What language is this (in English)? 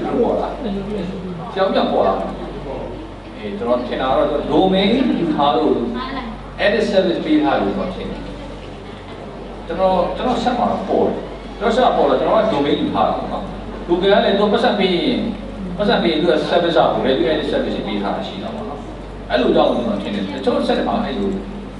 Burmese